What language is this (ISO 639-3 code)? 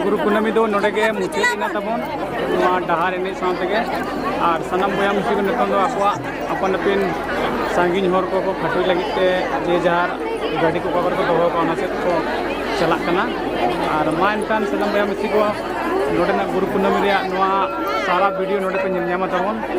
sat